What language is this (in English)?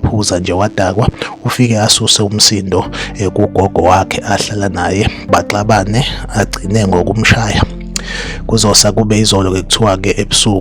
Zulu